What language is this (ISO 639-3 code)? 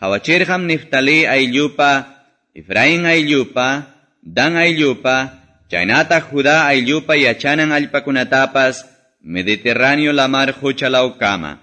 que